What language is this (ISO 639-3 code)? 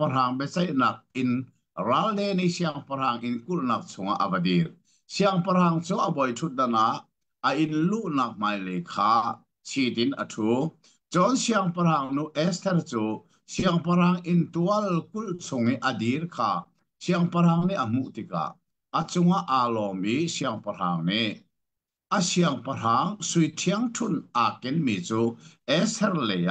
cnh